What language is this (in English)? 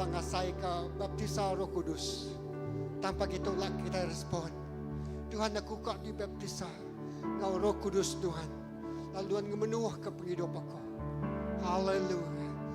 Iban